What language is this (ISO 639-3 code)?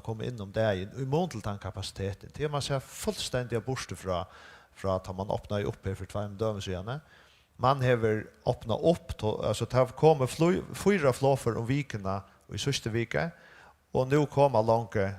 fao